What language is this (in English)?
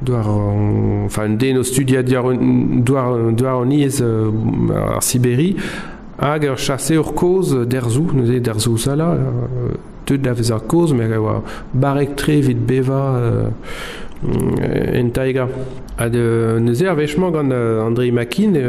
Breton